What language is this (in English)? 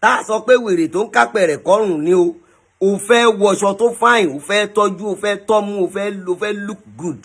Yoruba